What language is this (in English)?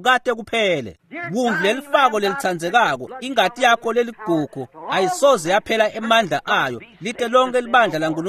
Swati